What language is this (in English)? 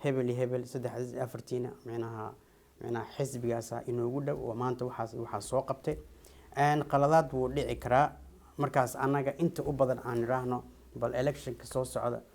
Somali